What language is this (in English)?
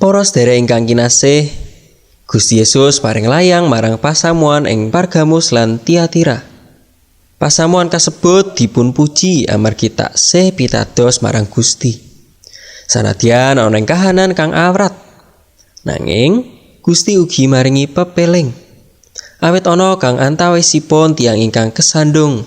Javanese